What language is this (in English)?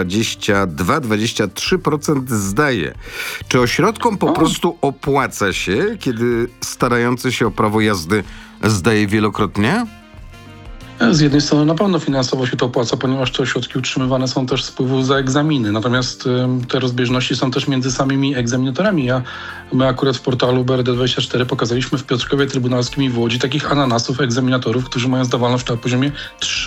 Polish